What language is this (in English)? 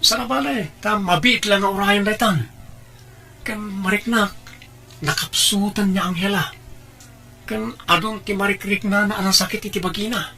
Iloko